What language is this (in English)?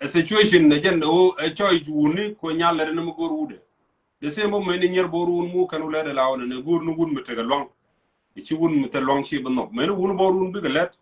Nuer